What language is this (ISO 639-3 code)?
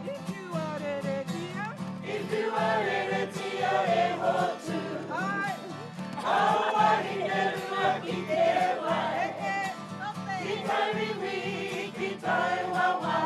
mri